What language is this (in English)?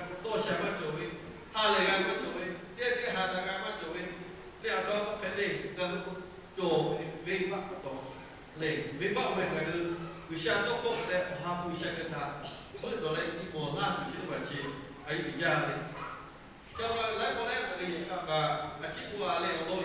Lahu